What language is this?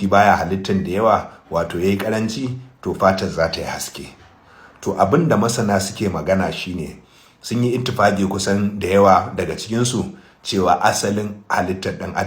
Hausa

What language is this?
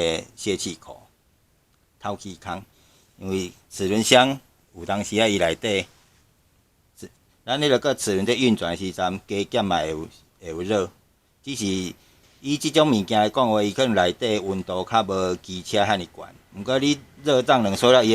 Min Nan Chinese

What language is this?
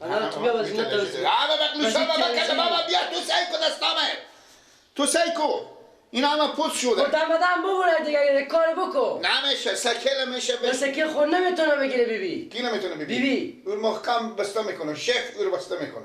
Persian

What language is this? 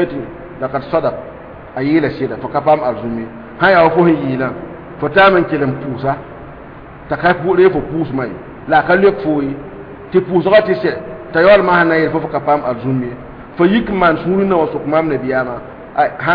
Mossi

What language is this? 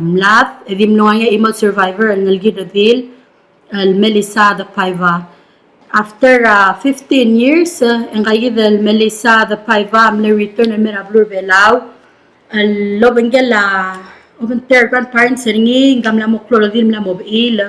Palauan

